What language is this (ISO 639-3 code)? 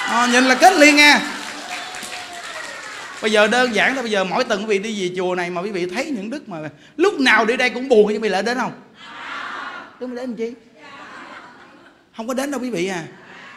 vie